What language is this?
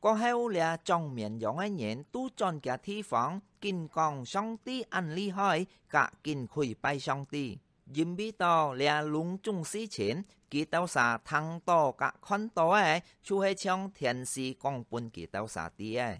Hakka Chinese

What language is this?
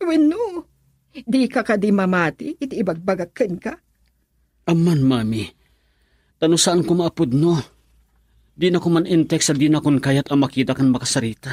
Iloko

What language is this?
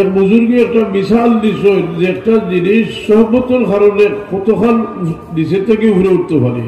Sylheti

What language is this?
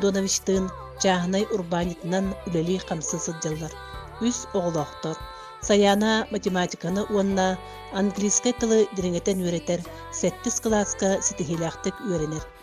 Yakut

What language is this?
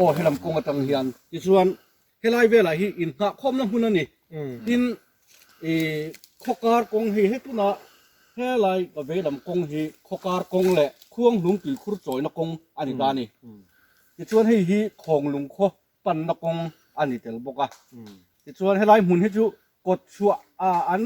Mizo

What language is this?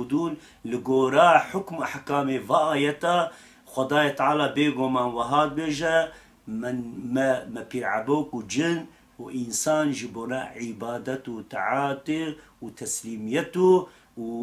Kurdish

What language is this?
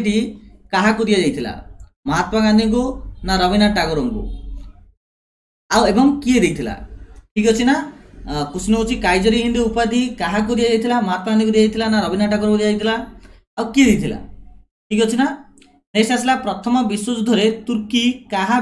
Odia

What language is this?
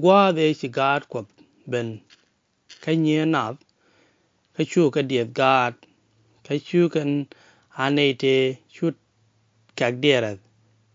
Nuer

